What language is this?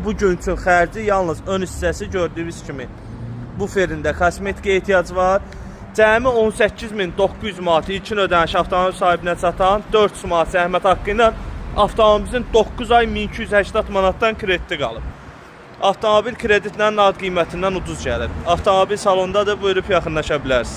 Azerbaijani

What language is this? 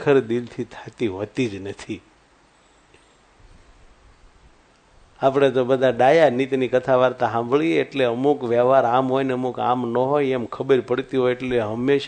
Gujarati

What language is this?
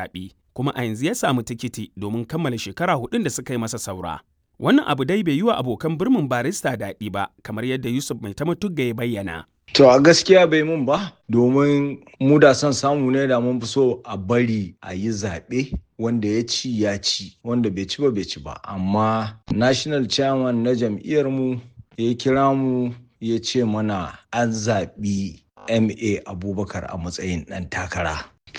Hausa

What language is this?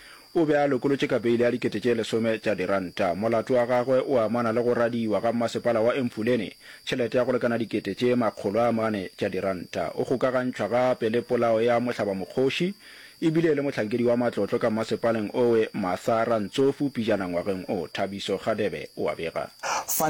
Northern Sotho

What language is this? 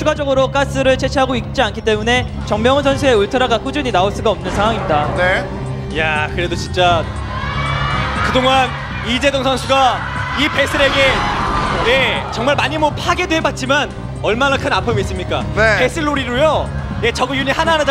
Korean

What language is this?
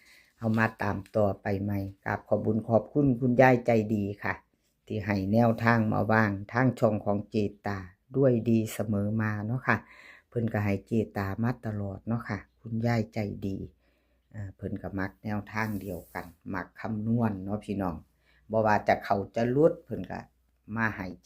Northeastern Thai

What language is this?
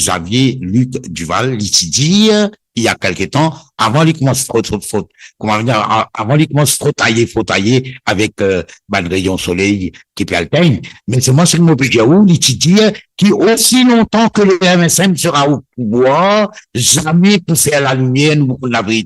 Morisyen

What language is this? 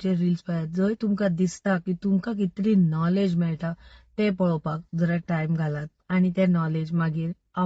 Konkani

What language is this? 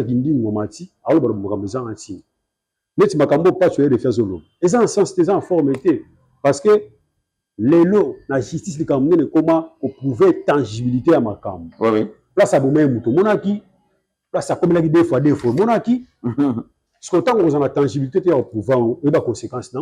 Lingala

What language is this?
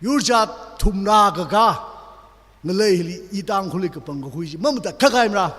Tangkhul Naga (India)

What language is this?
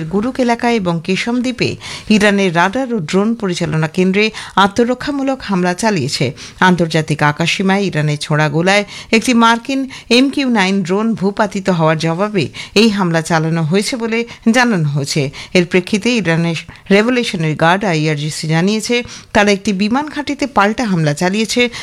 Bangla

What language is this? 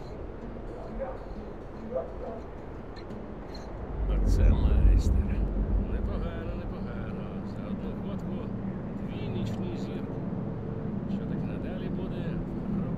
Ukrainian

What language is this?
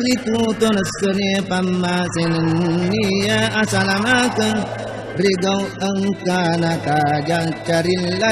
Buginese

